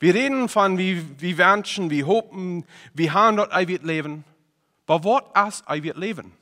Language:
Plautdietsch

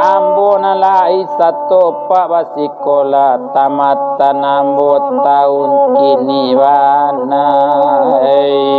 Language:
Minangkabau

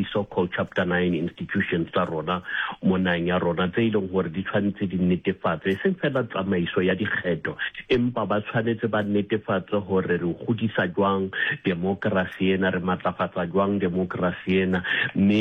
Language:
Tswana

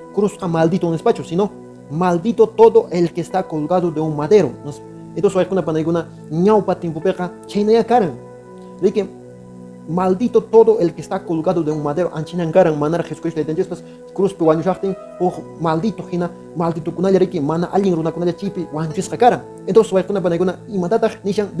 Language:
Quechua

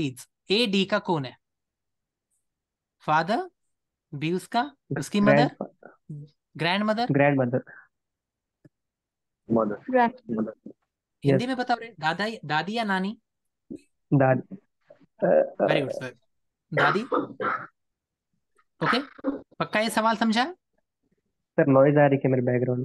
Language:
Hindi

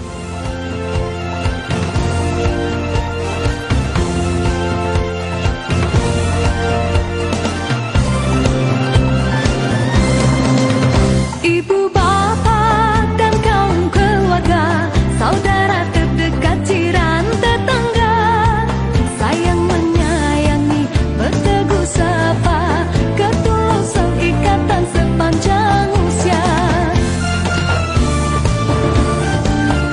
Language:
Malay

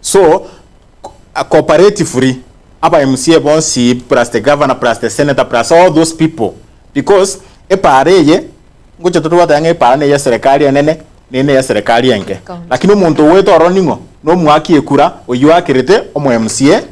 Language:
Gusii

